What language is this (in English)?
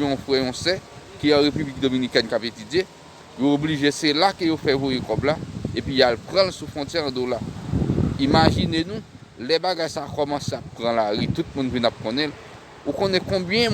Haitian Creole